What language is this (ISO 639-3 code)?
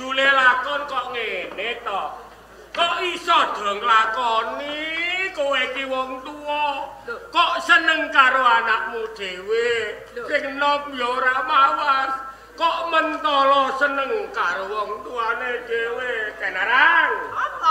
jav